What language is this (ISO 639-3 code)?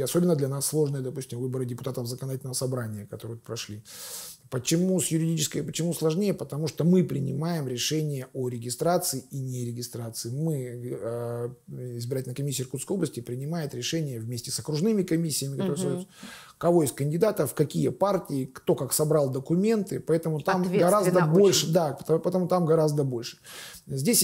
rus